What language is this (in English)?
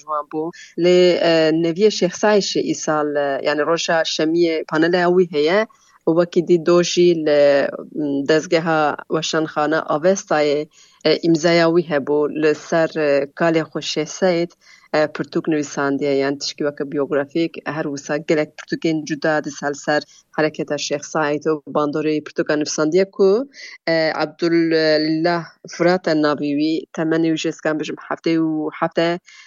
Kurdish